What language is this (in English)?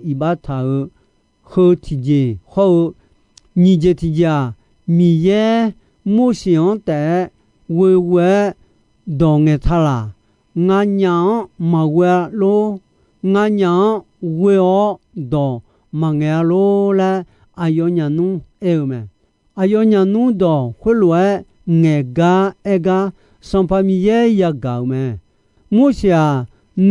Akha